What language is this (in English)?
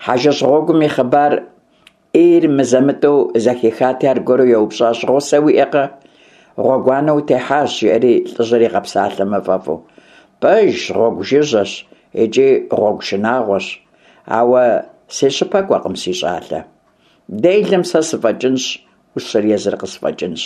Kabardian